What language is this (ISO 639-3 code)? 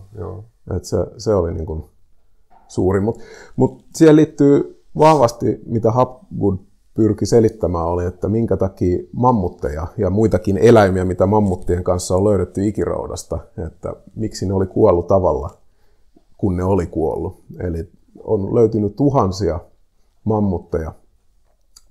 fin